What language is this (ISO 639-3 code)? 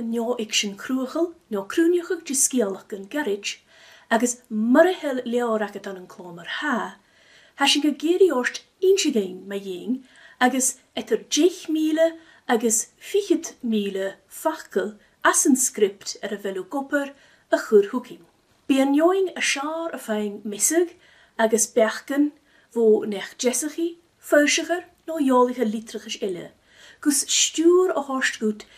gla